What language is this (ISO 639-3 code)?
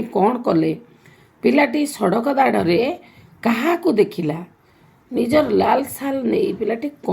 ori